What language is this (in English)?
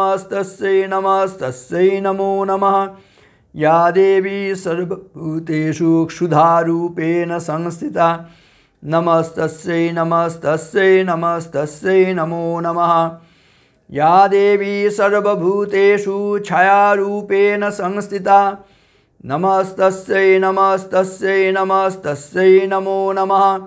Sanskrit